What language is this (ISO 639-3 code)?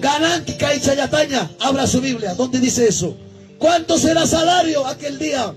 quy